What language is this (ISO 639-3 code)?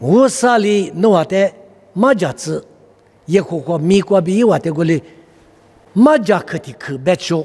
lis